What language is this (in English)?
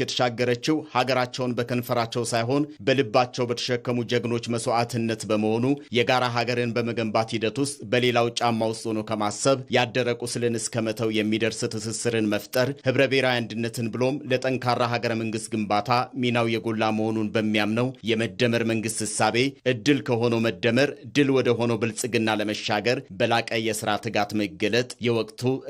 Amharic